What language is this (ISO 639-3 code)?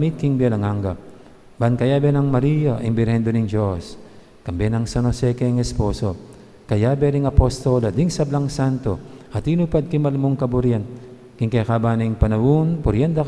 pam